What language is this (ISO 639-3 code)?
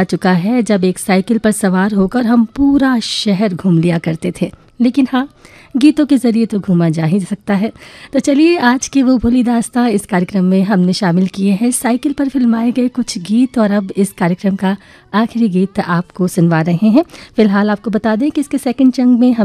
hin